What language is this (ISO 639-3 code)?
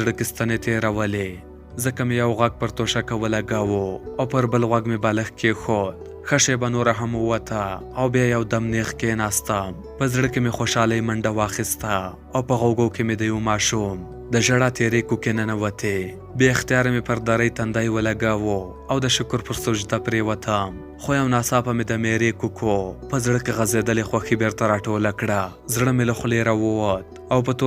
pus